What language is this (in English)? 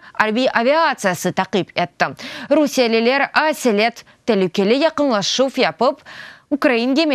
Crimean Tatar